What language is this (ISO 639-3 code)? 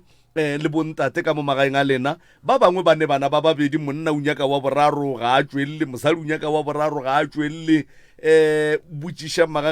nso